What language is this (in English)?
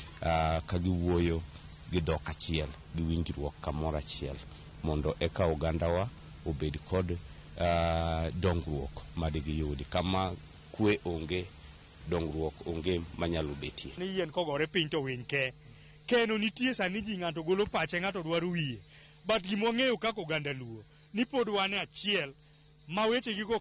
Luo (Kenya and Tanzania)